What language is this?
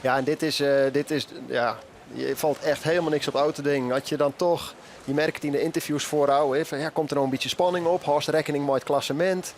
Western Frisian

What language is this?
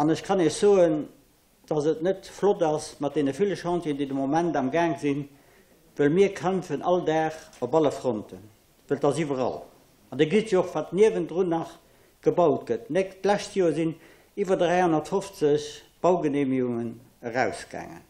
Luxembourgish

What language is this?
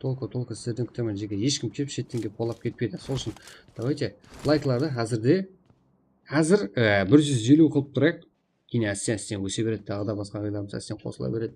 Kara-Kalpak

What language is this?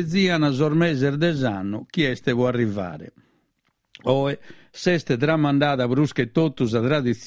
Sardinian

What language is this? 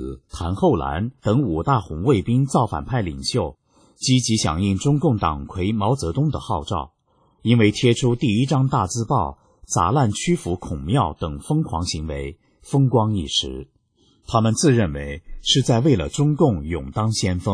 Chinese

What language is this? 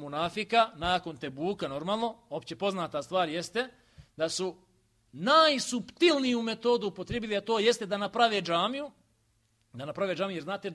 Bosnian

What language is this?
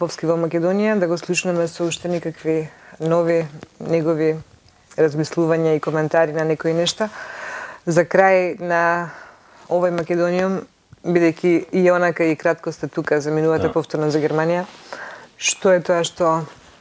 Macedonian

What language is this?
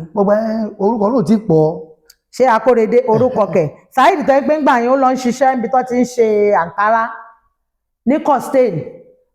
Yoruba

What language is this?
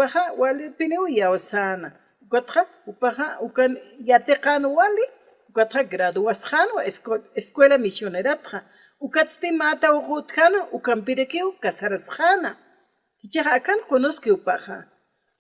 Aymara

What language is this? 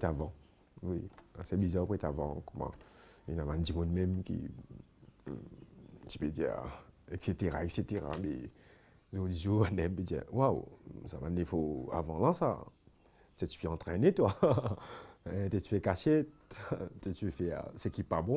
Morisyen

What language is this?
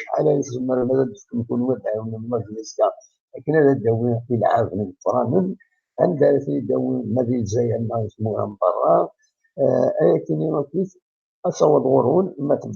Kabyle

